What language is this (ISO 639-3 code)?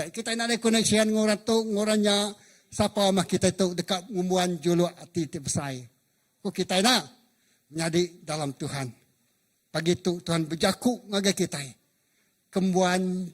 iba